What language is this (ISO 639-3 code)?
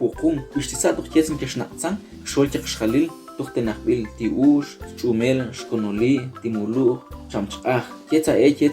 ttc